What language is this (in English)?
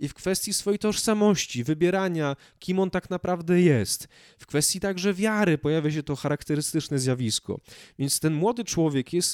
Polish